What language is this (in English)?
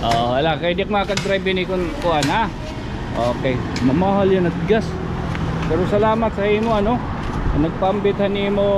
Waray